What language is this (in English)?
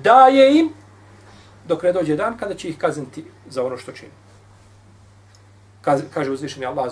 Bosnian